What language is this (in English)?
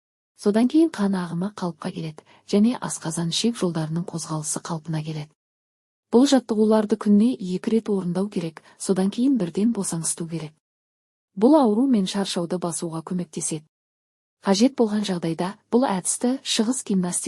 Kazakh